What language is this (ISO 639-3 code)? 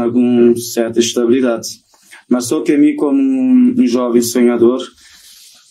kea